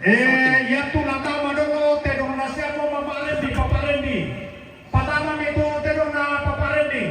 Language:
Toraja-Sa'dan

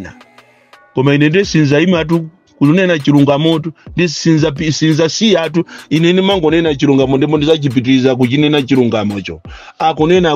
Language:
Nyanja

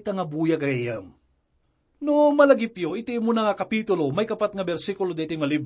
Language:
Iloko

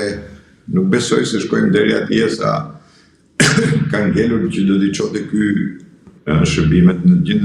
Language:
Albanian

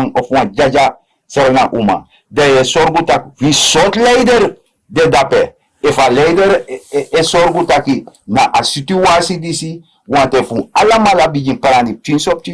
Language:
Sranan Tongo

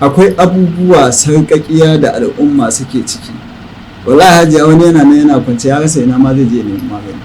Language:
Hausa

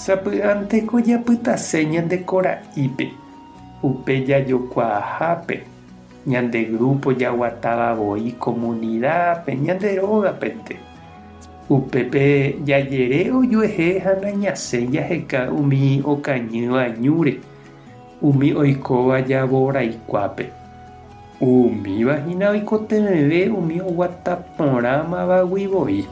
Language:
Guarani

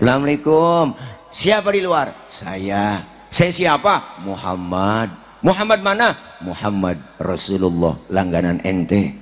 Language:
Betawi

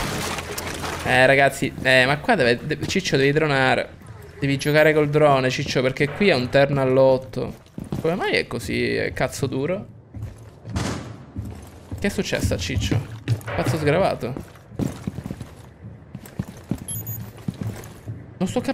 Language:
Italian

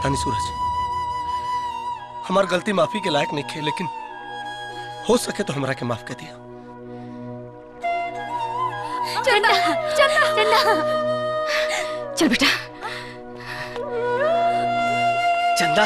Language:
Bhojpuri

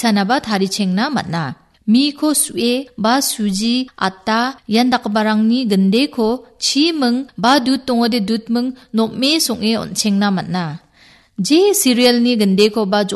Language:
Garo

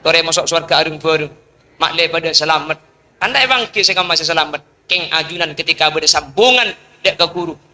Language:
Madurese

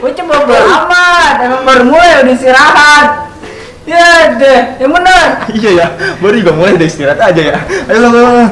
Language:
Betawi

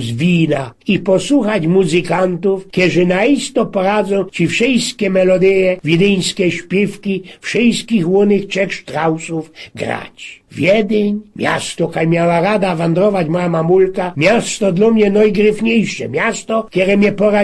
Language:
Silesian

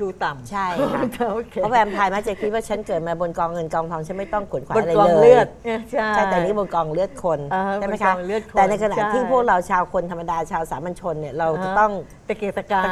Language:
Thai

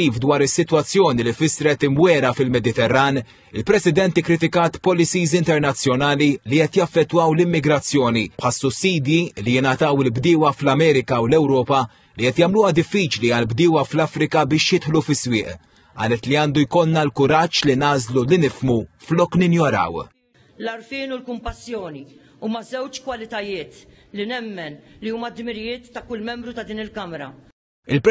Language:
Maltese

